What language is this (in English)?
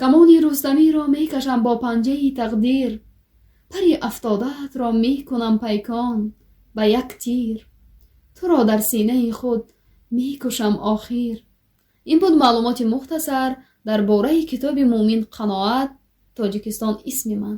Tajik